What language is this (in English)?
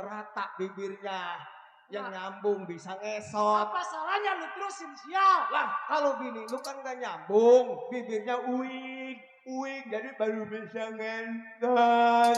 Betawi